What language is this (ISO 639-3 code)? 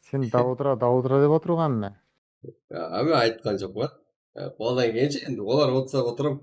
kaa